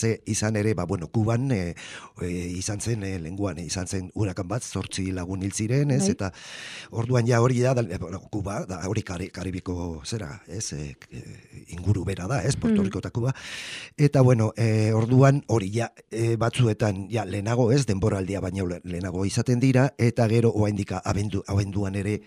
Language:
Basque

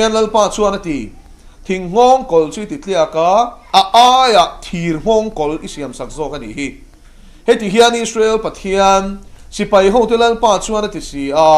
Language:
Mizo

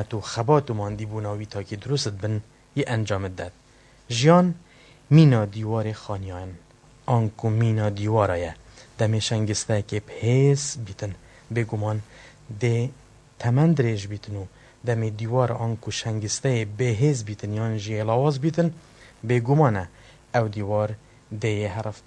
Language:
Kurdish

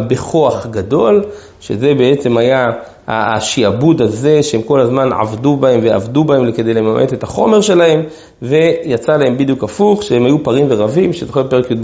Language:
Hebrew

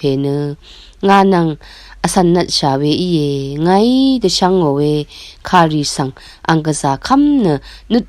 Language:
Rawang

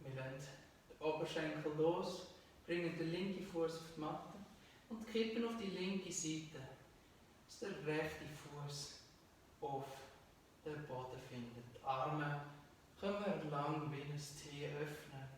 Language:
Swiss German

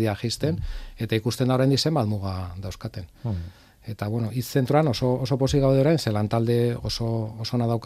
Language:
Basque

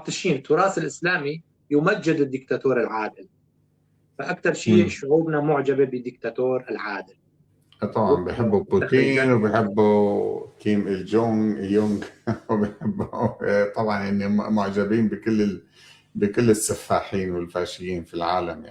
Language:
North Levantine Arabic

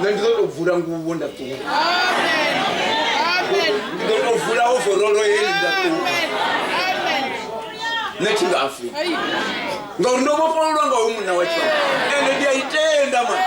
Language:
Venda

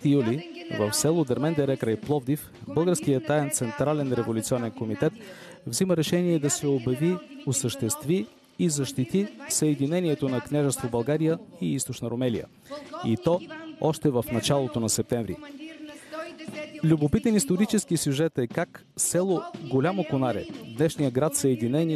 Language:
Bulgarian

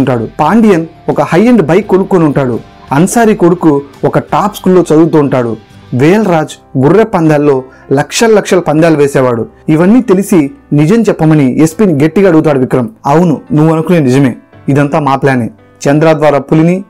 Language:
Telugu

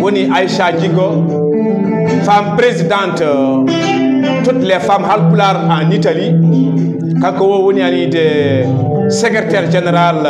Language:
Fula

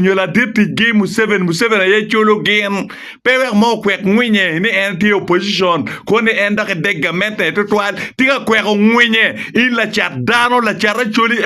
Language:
Acoli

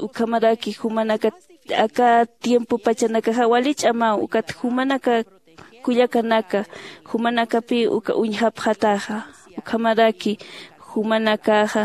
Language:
Aymara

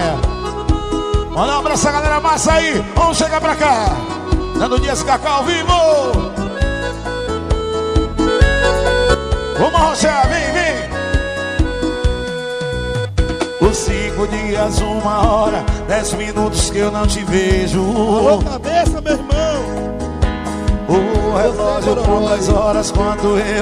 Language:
Portuguese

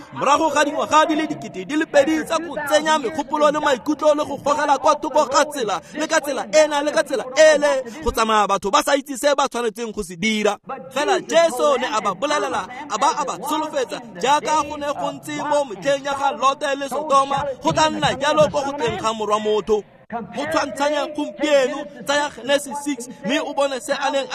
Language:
Tswana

